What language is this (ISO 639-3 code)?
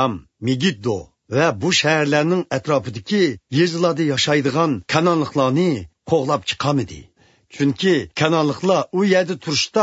uig